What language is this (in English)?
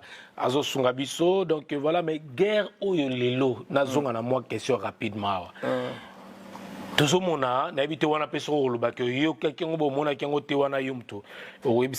Lingala